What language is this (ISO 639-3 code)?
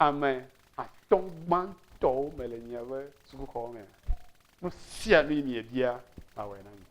ewe